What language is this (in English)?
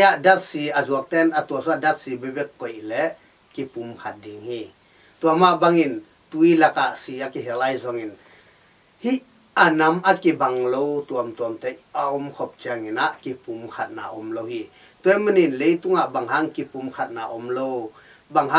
Tedim Chin